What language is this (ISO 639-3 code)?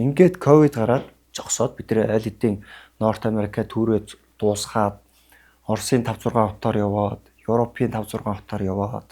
mon